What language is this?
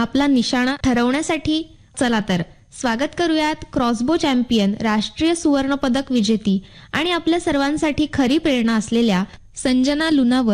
Marathi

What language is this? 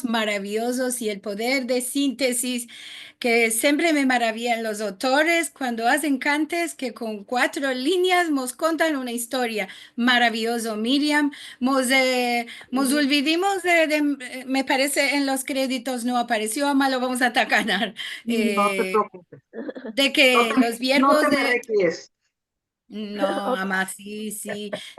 Ladino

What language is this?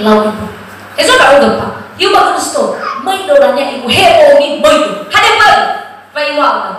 Nias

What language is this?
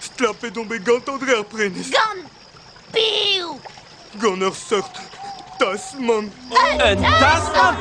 Breton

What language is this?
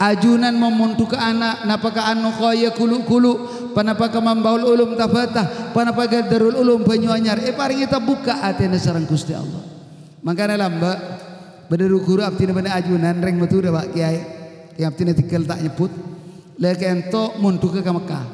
Madurese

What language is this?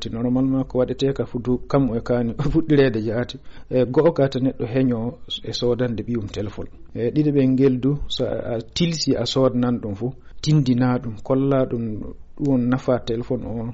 Fula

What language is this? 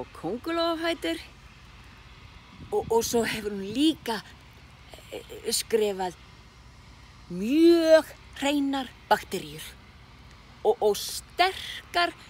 Icelandic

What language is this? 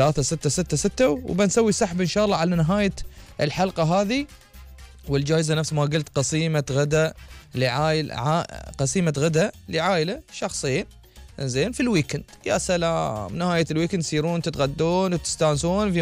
Gulf Arabic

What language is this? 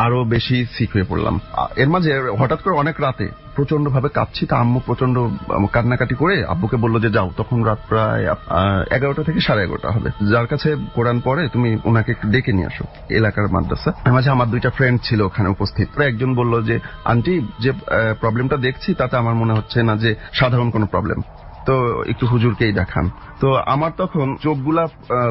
Bangla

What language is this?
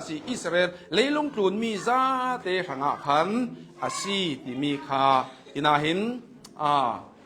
Hakha Chin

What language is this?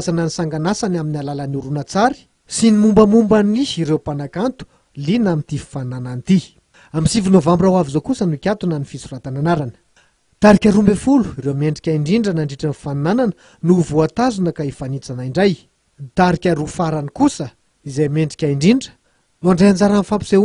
Malagasy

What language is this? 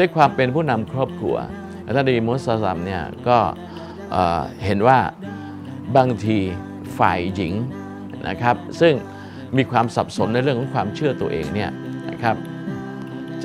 Thai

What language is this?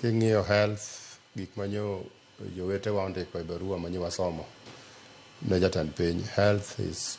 Luo (Kenya and Tanzania)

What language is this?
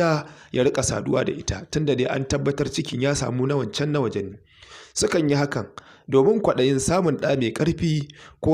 Hausa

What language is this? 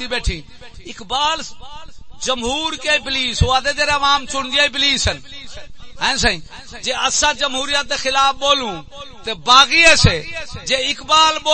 Saraiki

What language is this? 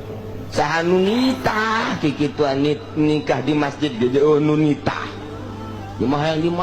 Sundanese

